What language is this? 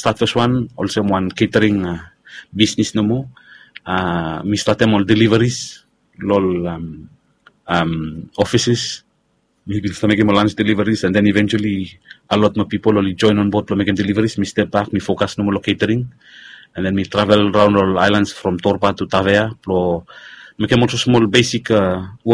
Bislama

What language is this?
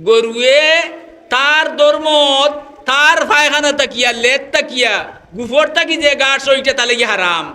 Sylheti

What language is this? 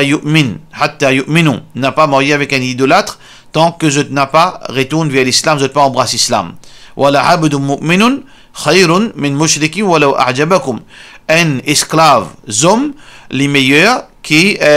Morisyen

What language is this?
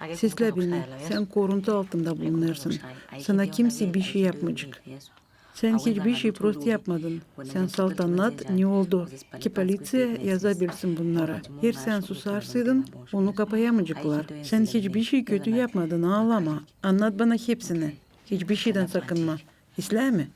Gagauz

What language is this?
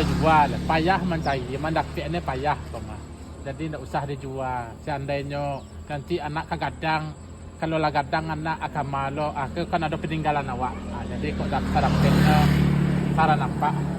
Minangkabau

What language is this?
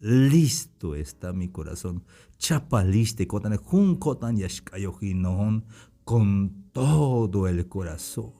Tzeltal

